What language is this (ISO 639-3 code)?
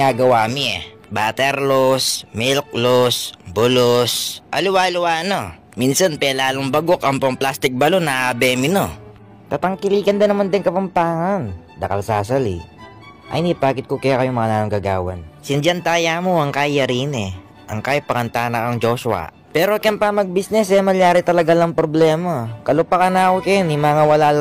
pam